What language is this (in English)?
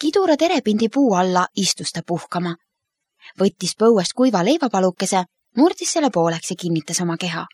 Estonian